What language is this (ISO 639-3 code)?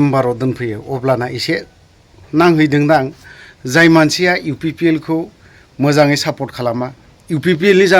brx